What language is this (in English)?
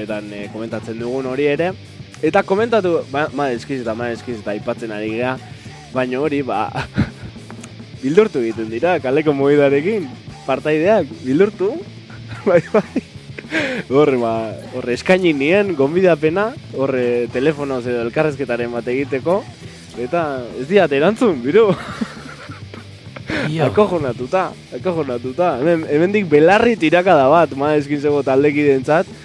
Basque